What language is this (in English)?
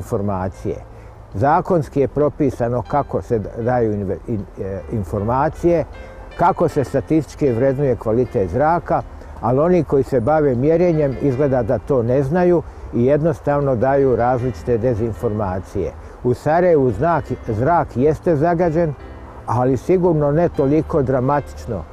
Bosnian